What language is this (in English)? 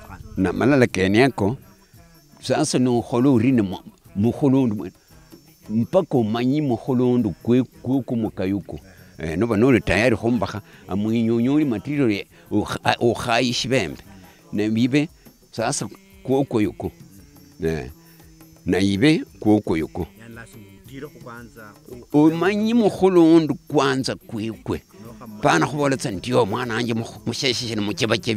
Luyia